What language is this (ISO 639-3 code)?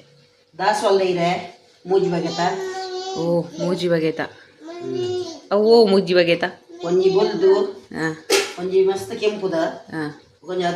tcy